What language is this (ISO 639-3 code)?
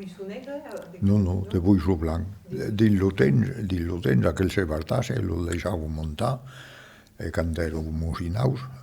oci